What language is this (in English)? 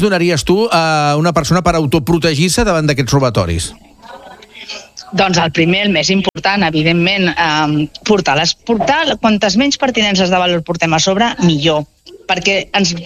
Catalan